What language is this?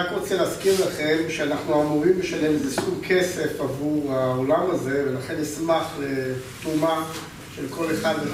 Hebrew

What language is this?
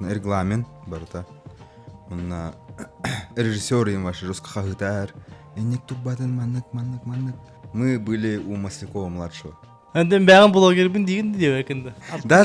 Yakut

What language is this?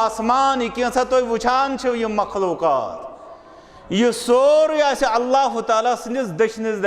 Kashmiri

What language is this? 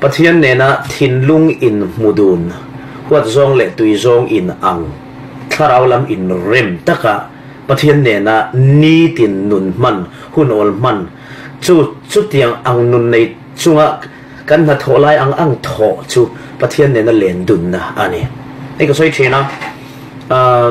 Falam Chin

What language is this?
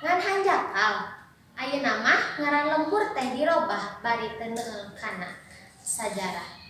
Sundanese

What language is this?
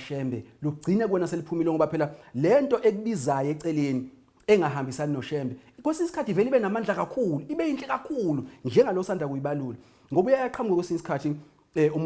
Zulu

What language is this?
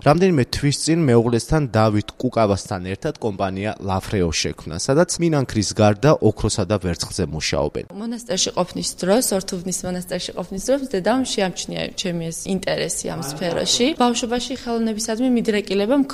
Georgian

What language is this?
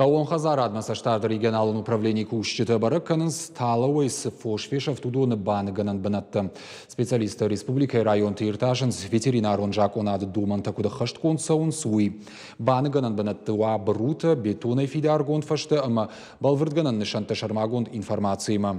Ossetic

